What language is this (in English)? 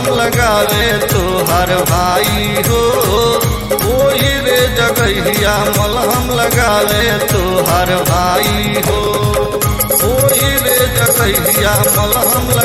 Bhojpuri